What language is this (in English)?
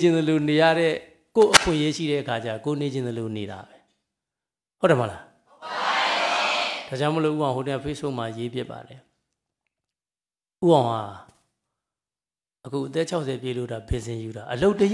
Burmese